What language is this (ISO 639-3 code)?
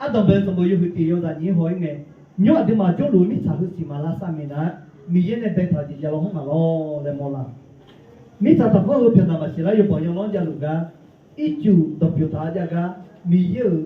ahk